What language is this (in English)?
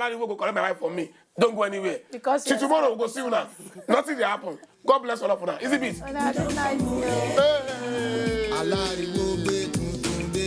Nigerian Pidgin